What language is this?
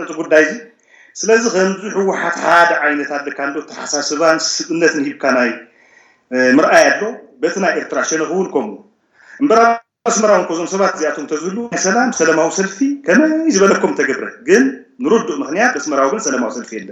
Tigrinya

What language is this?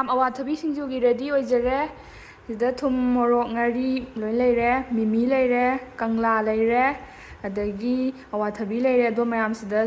Manipuri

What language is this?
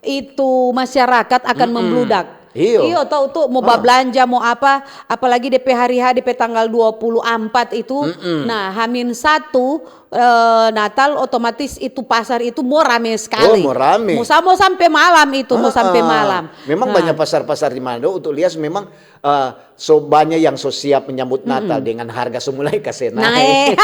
Manado Malay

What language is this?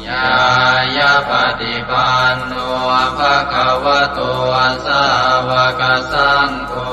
Pali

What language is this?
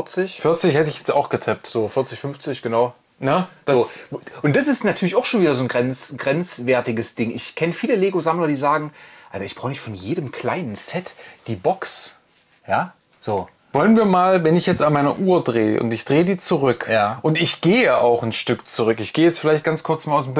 German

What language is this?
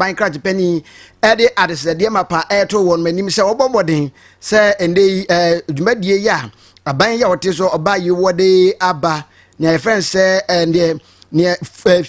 Akan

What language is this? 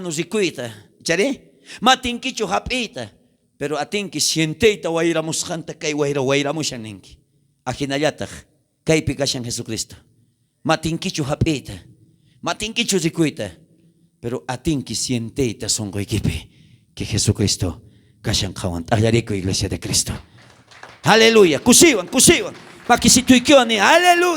South Bolivian Quechua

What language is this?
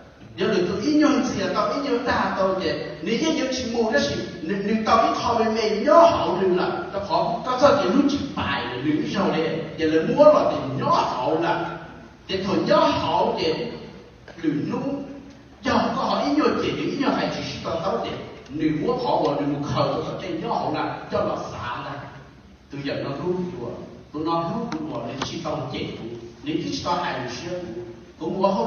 Hmong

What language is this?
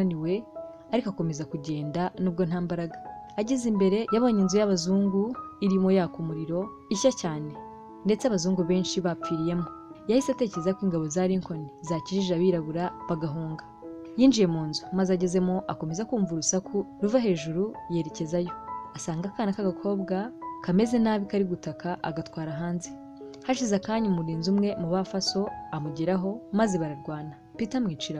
Kinyarwanda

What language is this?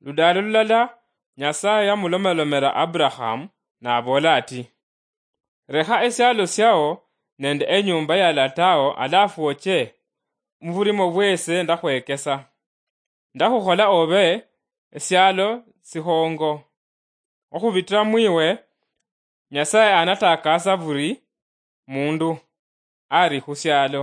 Luyia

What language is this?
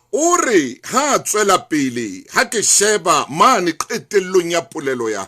Southern Sotho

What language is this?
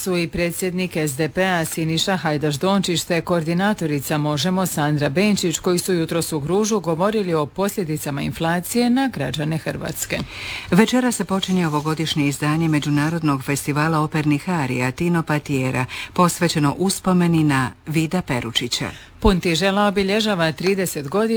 Croatian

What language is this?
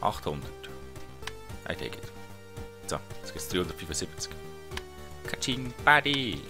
Swiss German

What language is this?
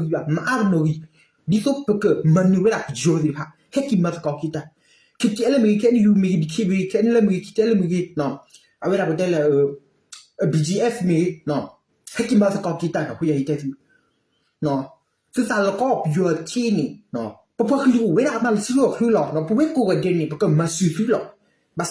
S'gaw Karen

